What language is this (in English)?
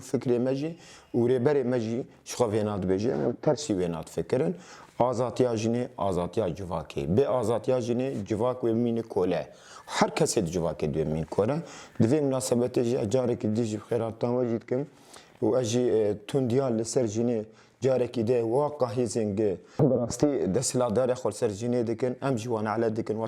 Kurdish